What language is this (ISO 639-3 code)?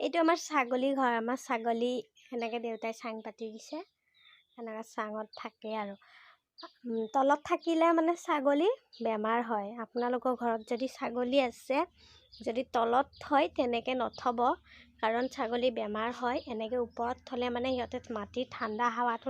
asm